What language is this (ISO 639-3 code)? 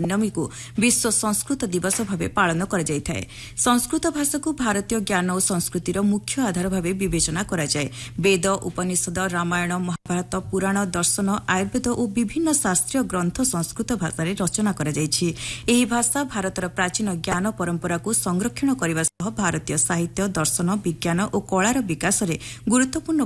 ori